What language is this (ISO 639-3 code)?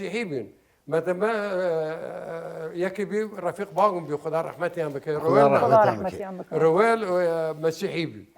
sdh